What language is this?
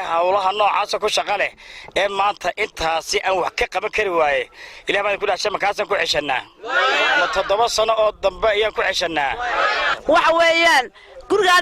Somali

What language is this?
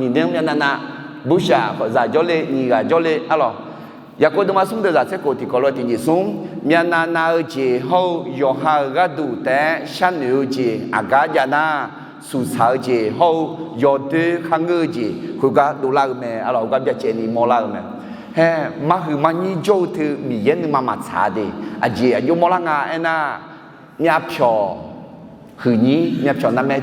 Akha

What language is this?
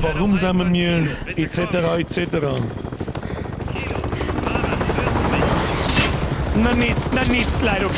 Bavarian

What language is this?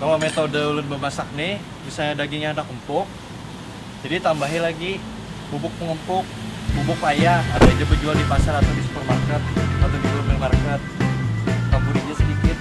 Banjar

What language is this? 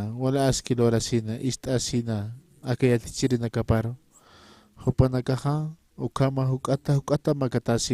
Aymara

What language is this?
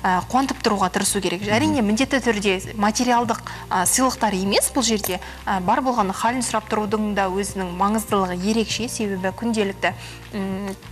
Kazakh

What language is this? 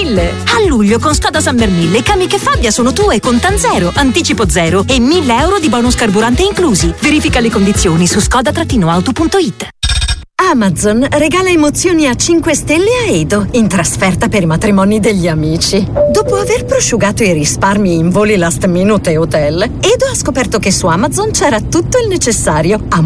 Italian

